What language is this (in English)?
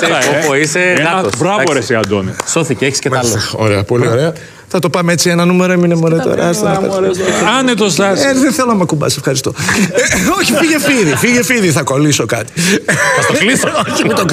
Greek